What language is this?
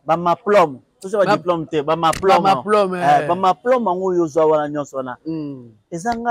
Lingala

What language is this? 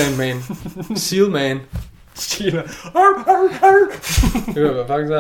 Danish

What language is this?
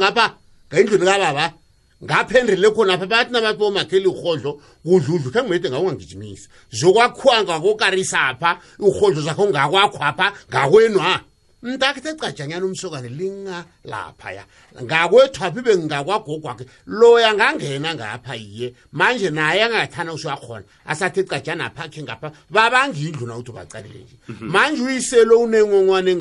South Ndebele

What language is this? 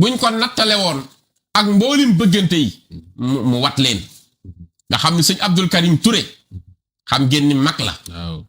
Wolof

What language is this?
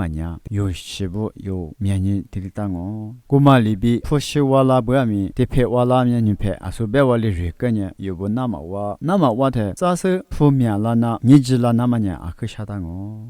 Lisu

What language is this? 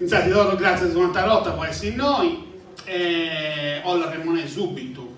Sardinian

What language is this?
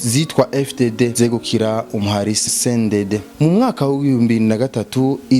Rundi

